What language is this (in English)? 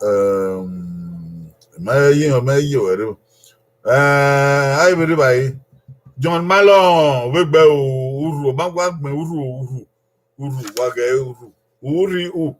Bini